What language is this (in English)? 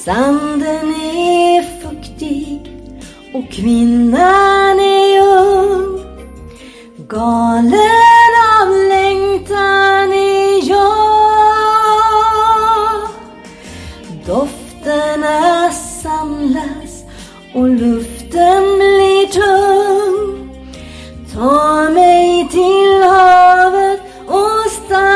Swedish